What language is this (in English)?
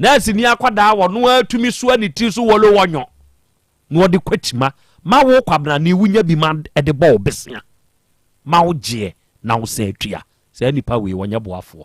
Akan